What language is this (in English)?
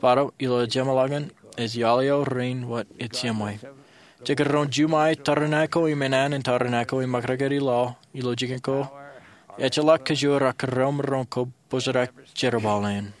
Marshallese